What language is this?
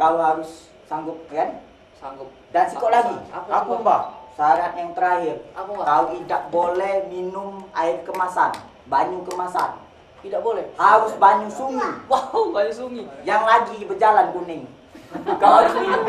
Musi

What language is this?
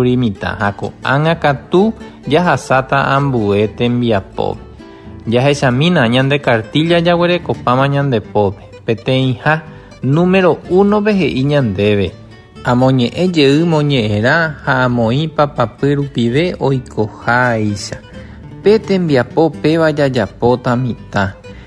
Guarani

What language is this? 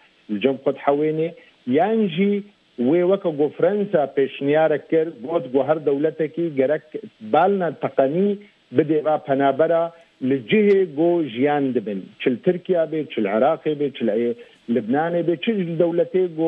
Kurdish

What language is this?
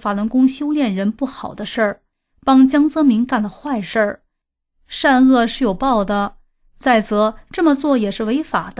Chinese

